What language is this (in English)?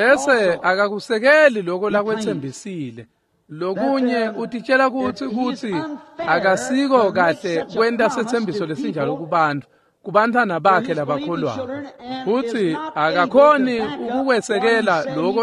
Swati